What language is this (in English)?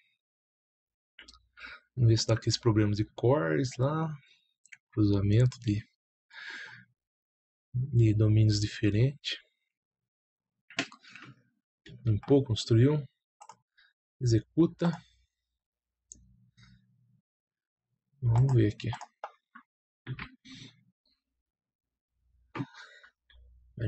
Portuguese